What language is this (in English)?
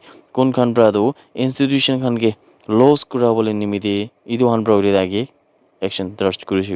Naga Pidgin